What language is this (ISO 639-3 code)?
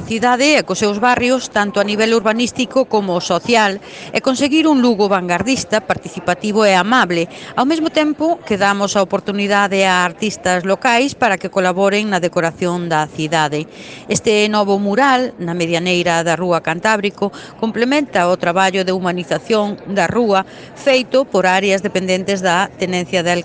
glg